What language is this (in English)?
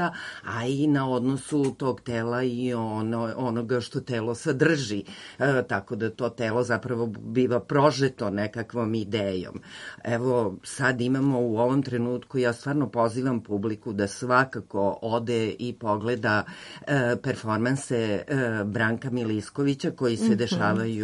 Serbian